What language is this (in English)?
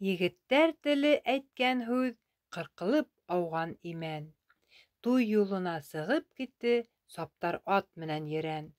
Bashkir